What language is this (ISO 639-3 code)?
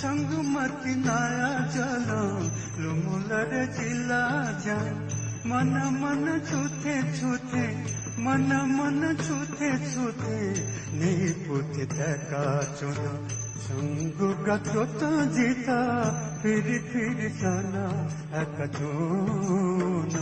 new